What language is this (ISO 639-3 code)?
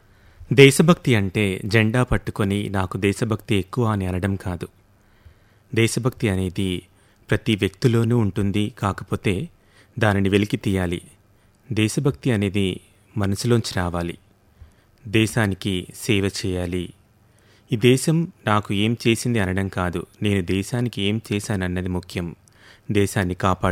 tel